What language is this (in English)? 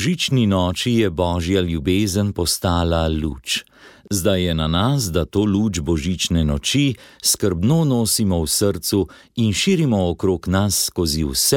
Slovenian